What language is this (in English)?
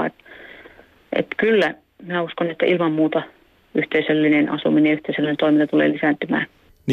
Finnish